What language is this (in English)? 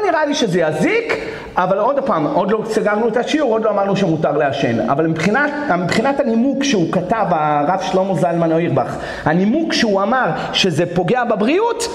Hebrew